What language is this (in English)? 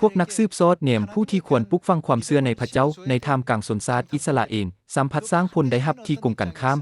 Lao